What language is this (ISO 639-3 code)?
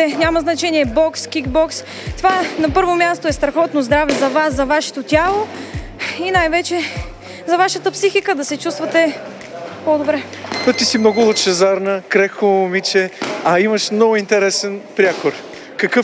bul